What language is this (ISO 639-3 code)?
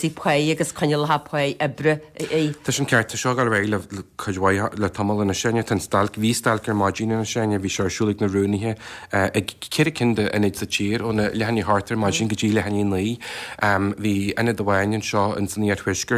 gle